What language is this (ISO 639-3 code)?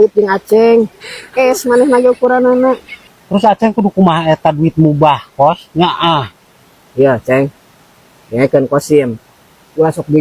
sun